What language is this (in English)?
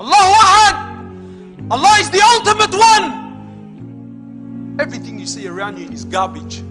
Maranao